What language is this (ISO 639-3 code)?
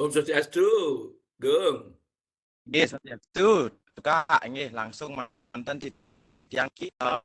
ban